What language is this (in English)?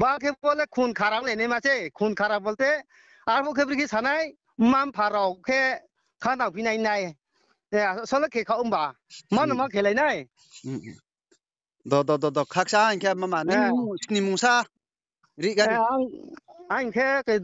Riang (India)